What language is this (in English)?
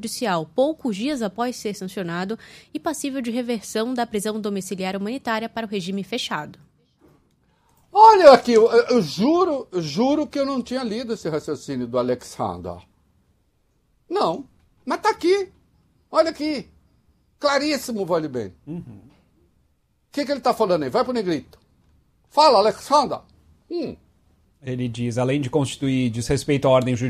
Portuguese